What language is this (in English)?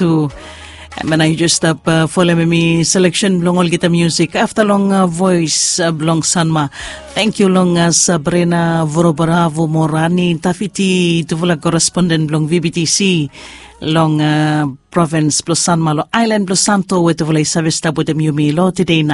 Bislama